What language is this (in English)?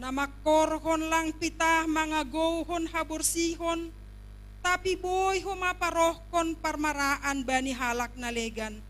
Batak Simalungun